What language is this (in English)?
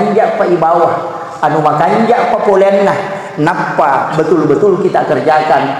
Buginese